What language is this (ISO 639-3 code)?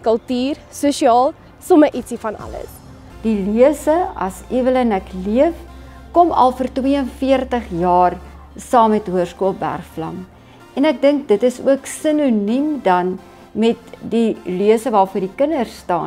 afr